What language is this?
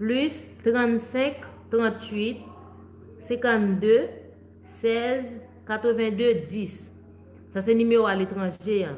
Haitian Creole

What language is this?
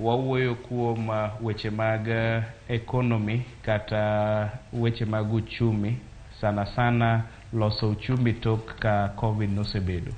Luo (Kenya and Tanzania)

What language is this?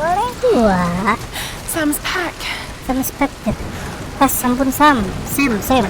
Banjar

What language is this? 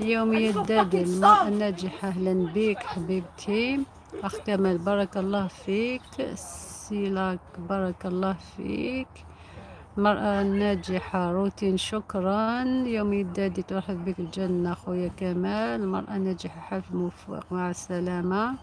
Algerian Arabic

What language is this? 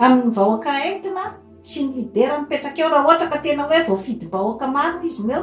Malagasy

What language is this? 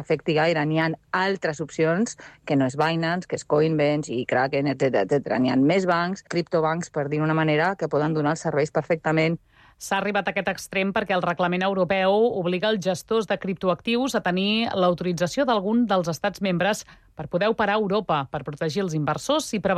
Catalan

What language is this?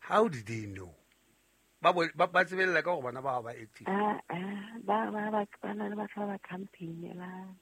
Southern Sotho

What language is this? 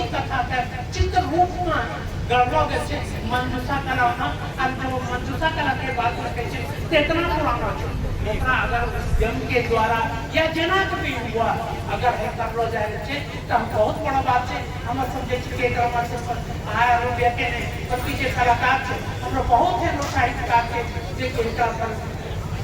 Angika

